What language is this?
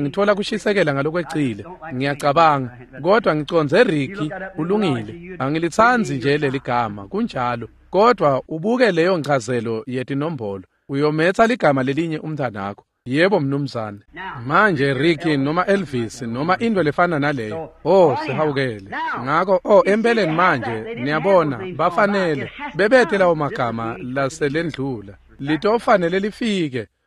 Swati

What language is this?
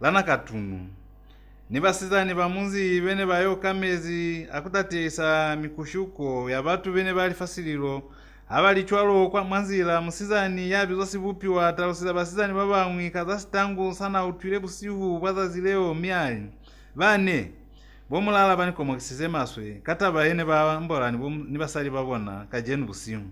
Lozi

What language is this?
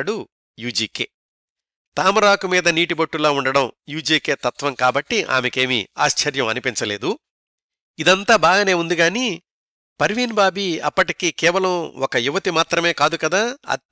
Telugu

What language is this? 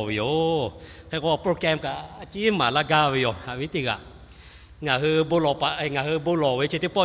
Lahu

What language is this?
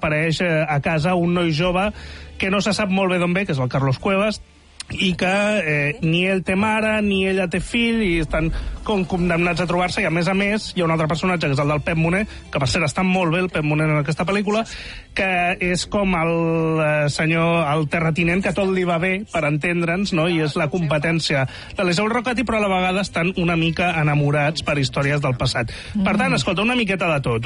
Catalan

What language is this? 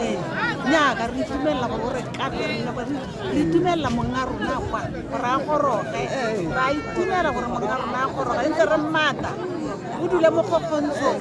Tswana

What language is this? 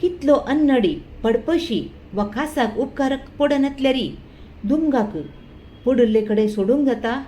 Konkani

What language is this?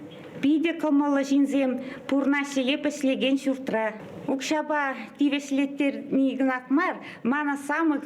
Chuvash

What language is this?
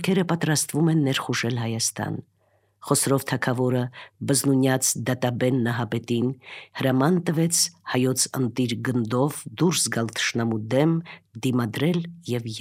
Armenian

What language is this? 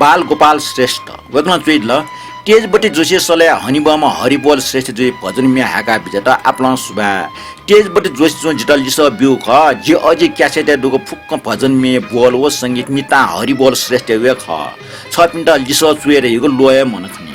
Newari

